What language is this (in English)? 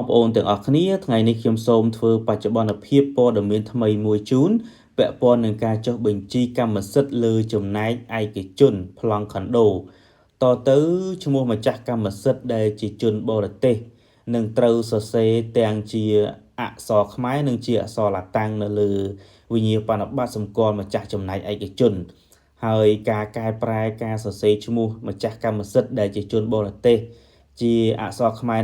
Khmer